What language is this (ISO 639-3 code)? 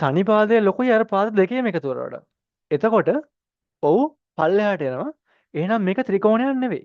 sin